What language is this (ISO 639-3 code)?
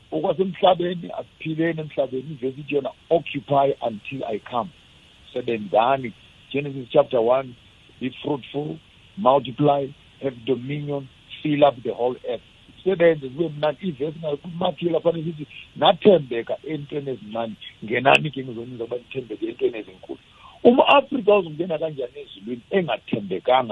nbl